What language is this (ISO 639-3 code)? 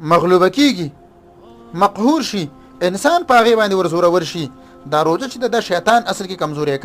pus